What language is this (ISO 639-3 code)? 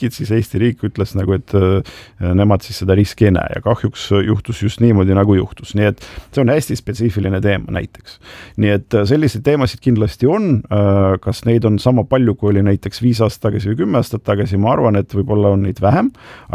est